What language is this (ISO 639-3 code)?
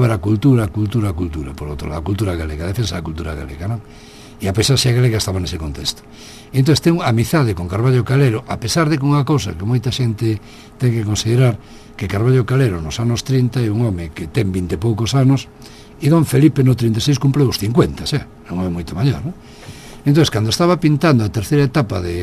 glg